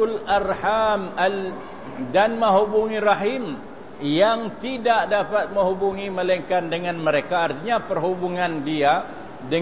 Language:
Malay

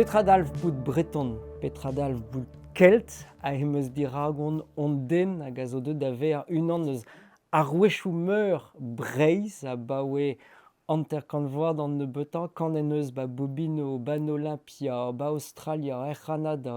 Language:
Breton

